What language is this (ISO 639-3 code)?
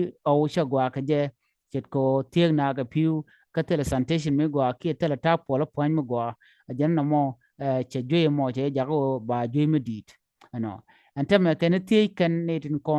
nus